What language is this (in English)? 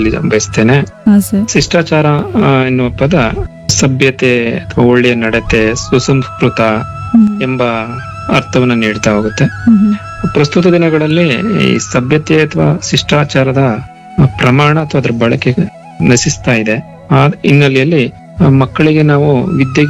Kannada